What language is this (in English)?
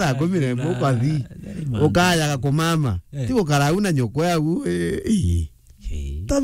Meru